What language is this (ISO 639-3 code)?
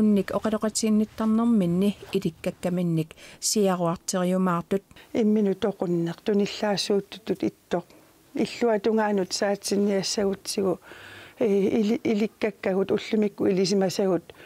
kal